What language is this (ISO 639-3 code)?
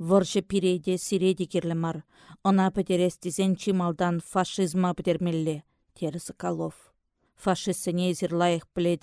chv